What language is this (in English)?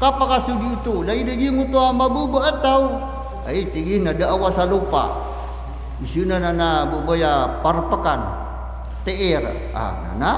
Maranao